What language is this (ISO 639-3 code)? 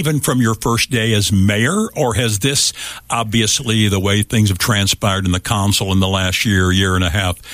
eng